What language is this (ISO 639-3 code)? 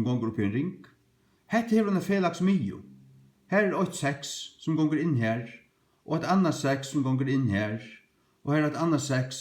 fao